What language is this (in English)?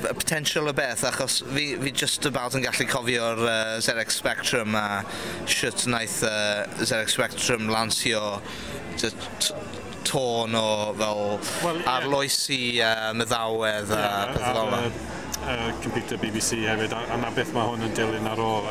Welsh